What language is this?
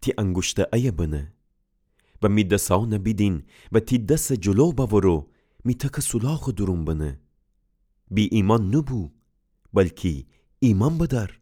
Gilaki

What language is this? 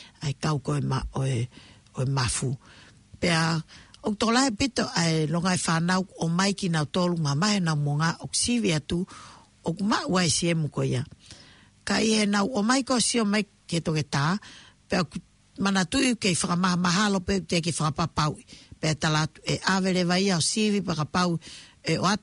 Tongan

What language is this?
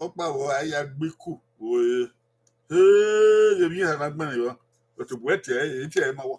Bini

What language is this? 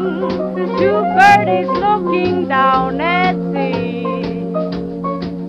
French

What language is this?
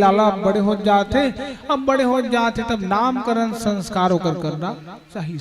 Chhattisgarhi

